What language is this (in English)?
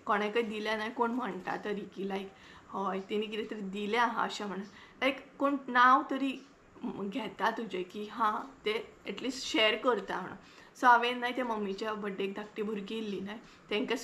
Konkani